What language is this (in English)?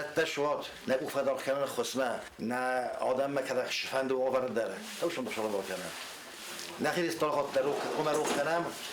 Ossetic